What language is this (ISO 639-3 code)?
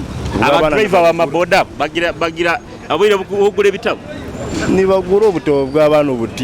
nyo